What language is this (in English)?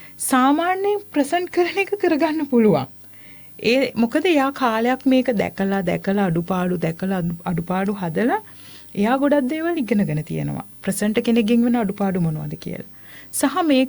Sinhala